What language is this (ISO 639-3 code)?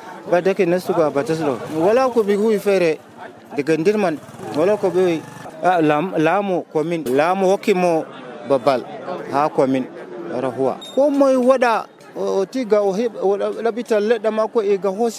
fuv